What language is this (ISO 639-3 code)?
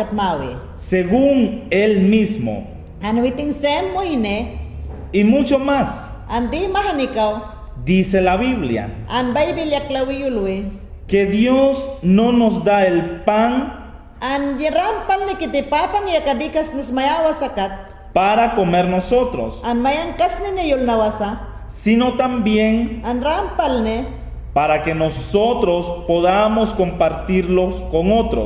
yan